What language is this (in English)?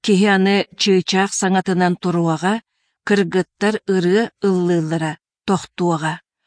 Yakut